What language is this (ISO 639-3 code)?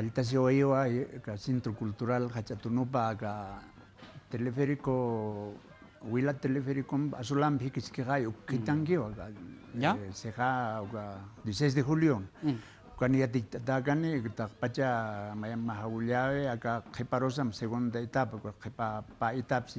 aym